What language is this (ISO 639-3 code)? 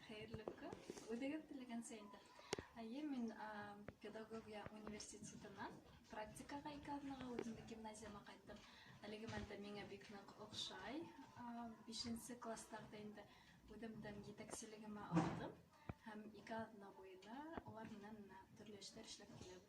bak